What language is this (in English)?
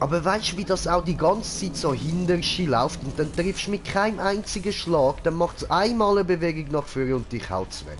Swiss German